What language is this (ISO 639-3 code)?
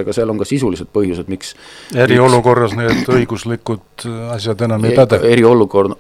est